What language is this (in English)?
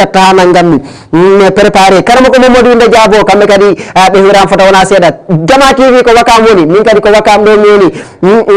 Fula